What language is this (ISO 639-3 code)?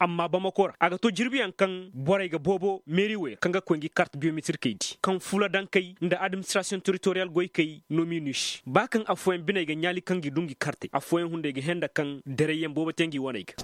ses